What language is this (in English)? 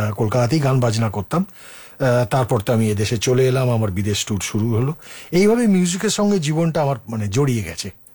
Bangla